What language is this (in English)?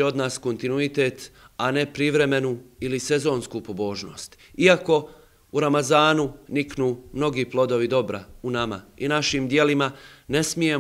Bosnian